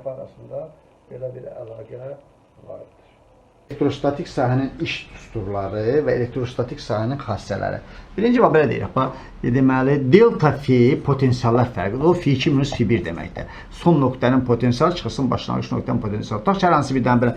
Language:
Azerbaijani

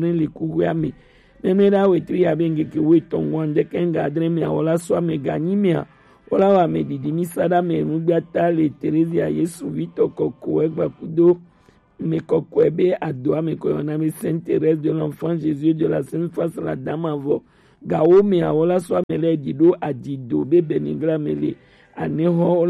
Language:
Gen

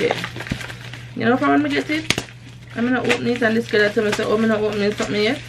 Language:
Jamaican Creole English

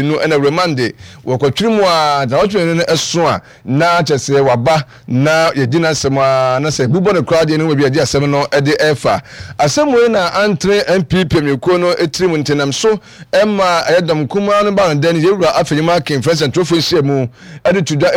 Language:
Akan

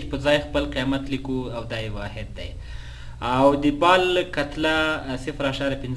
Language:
Pashto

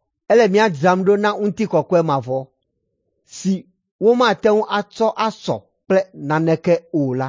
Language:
Ewe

